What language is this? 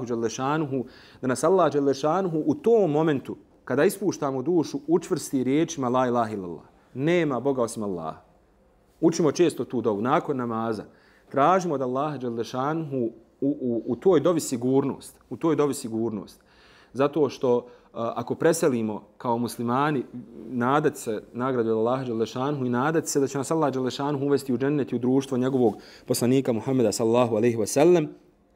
Bosnian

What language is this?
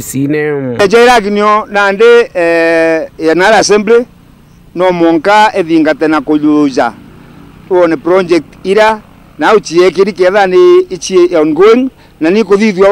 Meru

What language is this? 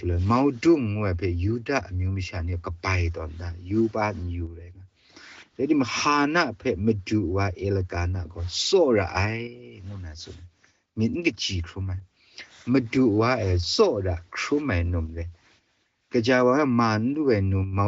Kachin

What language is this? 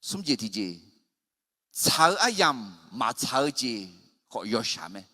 Akha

